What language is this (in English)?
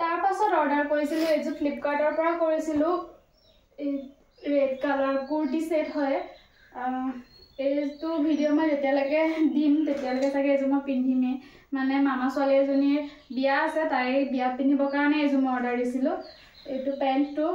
Assamese